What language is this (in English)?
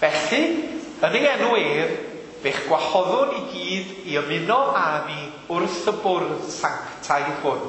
Welsh